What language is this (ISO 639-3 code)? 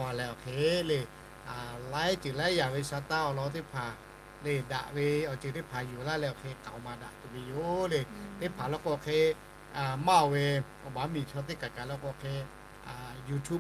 lhu